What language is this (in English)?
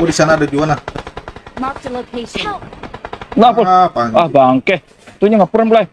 Banjar